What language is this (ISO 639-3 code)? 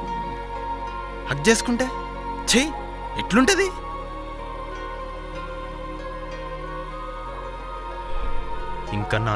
tel